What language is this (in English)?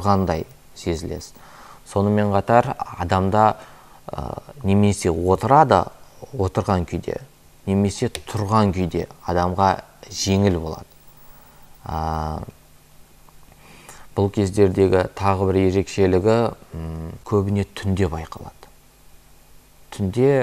Kazakh